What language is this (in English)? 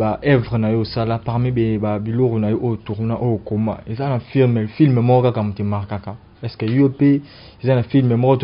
Lingala